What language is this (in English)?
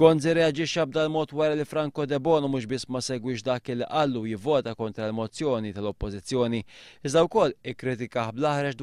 Maltese